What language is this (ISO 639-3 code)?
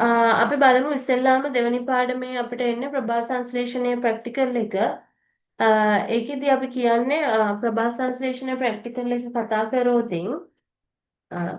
sin